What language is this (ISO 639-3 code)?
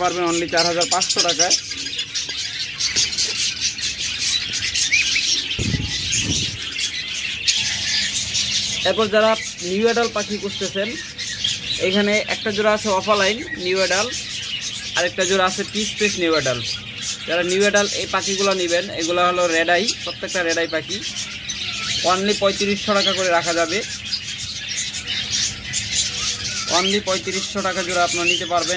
ben